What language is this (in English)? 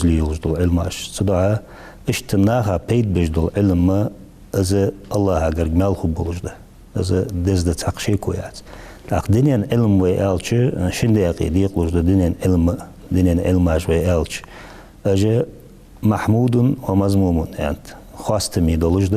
Ingush